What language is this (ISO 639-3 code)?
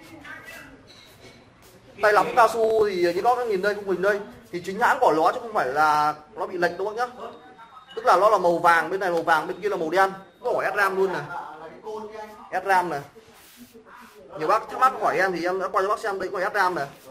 vie